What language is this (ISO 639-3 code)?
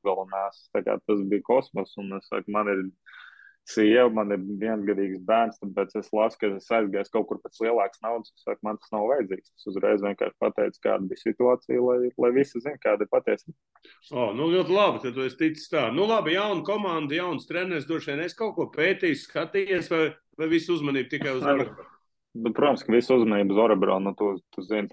lav